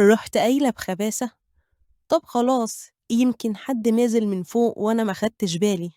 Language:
Egyptian Arabic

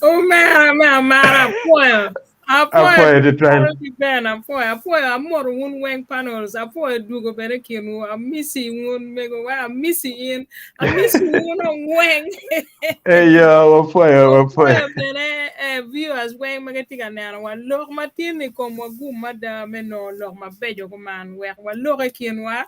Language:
Acoli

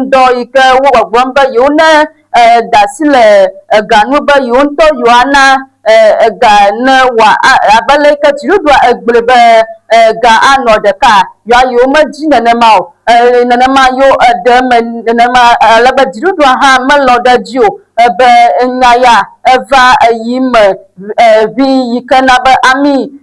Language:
Ewe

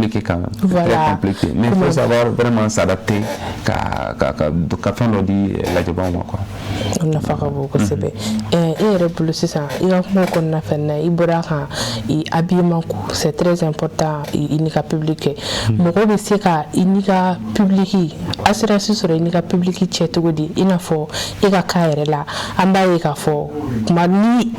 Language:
Bambara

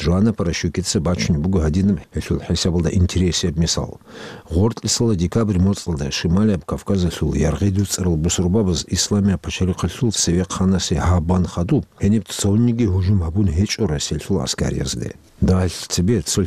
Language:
Avaric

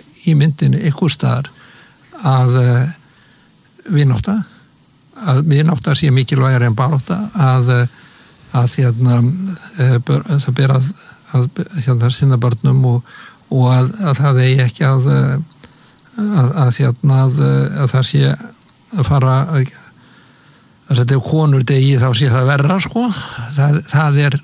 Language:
Icelandic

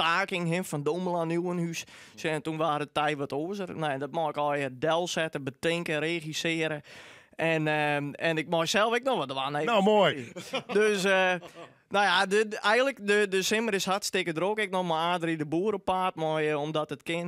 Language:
Western Frisian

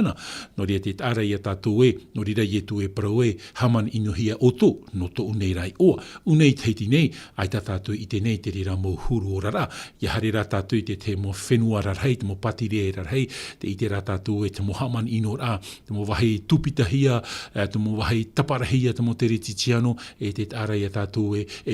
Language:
Tahitian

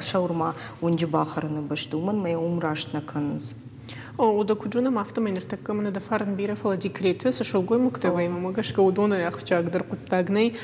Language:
Ossetic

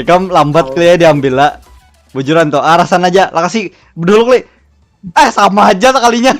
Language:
Banjar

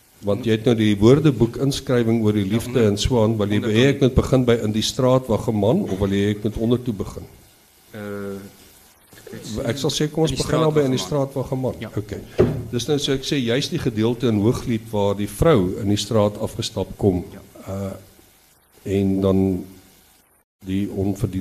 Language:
Afrikaans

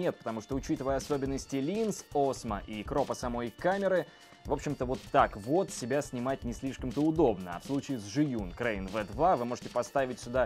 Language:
Russian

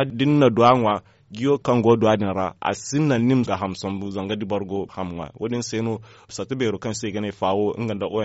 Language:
Zarma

